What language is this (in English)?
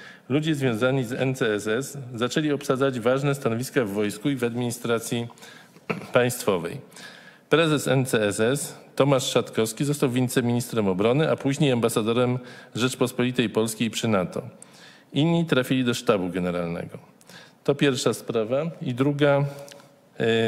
Polish